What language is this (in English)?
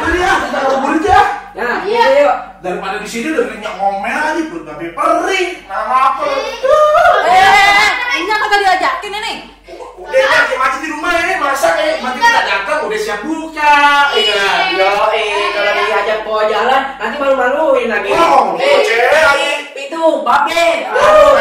Betawi